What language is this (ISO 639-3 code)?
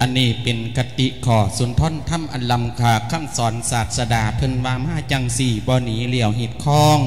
lao